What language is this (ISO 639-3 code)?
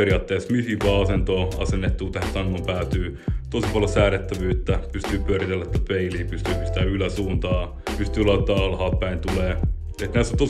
fin